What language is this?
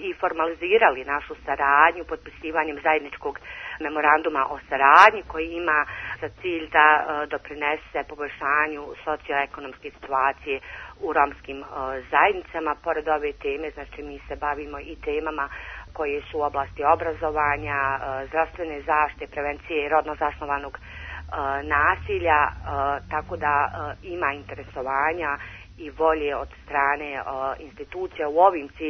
Serbian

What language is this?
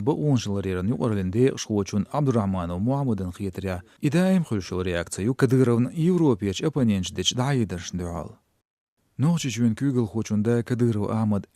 Chechen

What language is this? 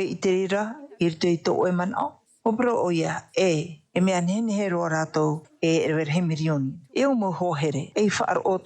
Tahitian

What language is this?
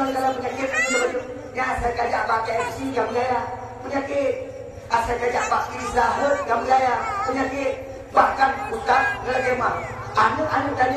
Achinese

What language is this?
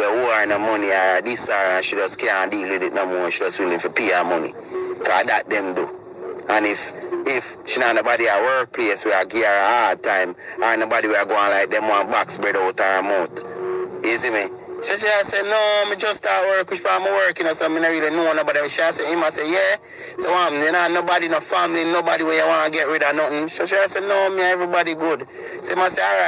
Jamaican Creole English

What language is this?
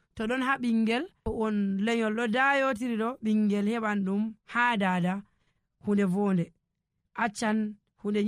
Nigerian Fulfulde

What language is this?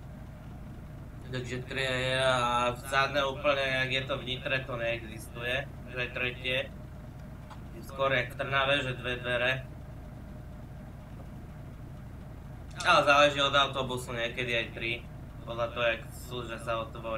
Slovak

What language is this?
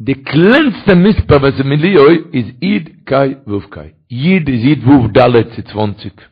Yiddish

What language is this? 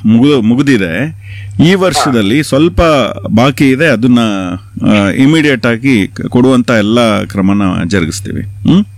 Kannada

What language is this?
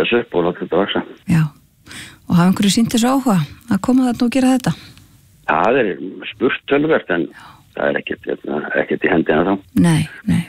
Icelandic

